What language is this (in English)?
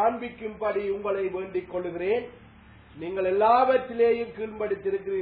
Tamil